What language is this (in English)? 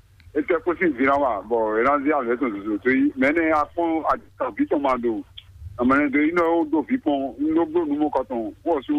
Fon